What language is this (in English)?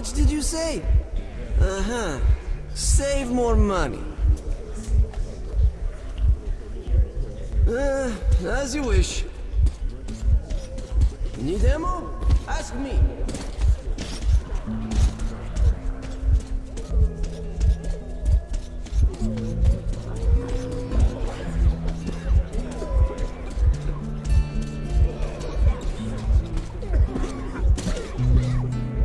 English